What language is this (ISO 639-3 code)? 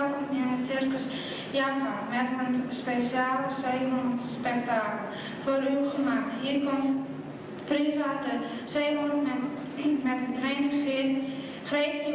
fry